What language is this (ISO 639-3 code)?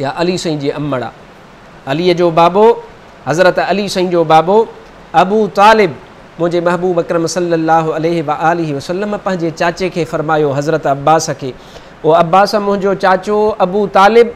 snd